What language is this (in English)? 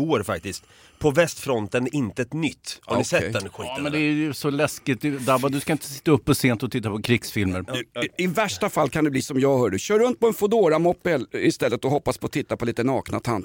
Swedish